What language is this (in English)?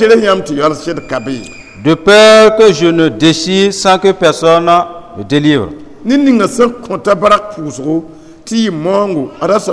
Mossi